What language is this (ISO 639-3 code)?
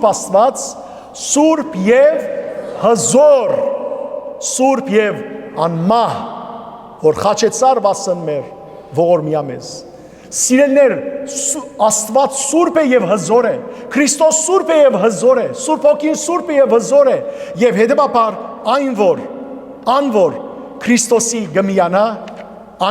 hyw